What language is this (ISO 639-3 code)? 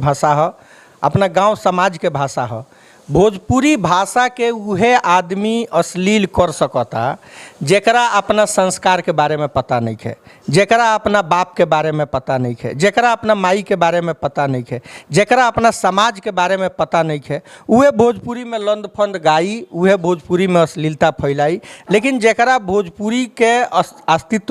bho